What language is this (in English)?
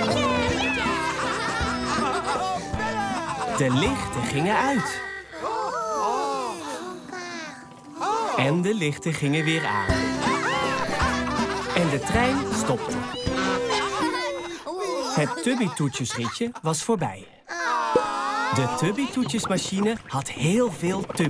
Dutch